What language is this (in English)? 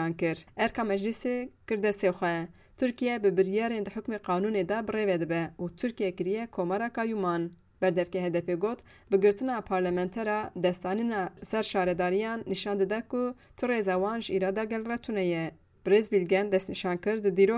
Kurdish